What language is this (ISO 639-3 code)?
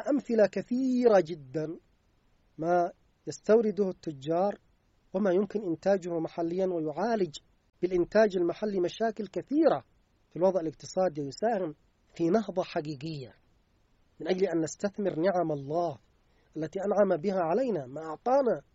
ara